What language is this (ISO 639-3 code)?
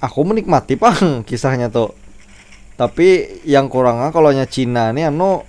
bjn